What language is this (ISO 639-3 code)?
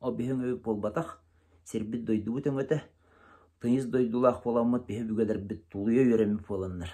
sah